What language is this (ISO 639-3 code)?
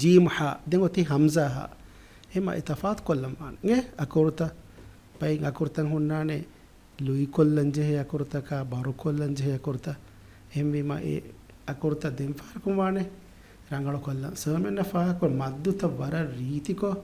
div